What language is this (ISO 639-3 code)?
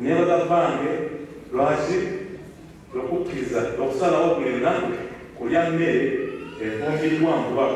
lug